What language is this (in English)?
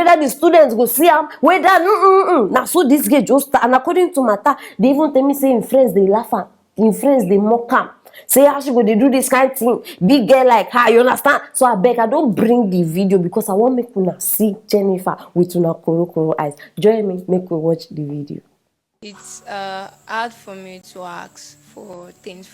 Nigerian Pidgin